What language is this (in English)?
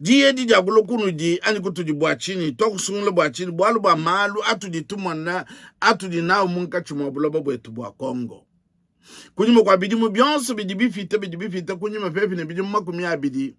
Luba-Lulua